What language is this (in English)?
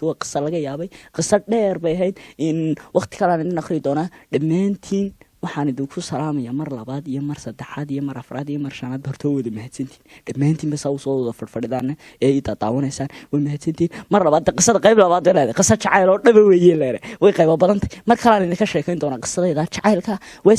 Somali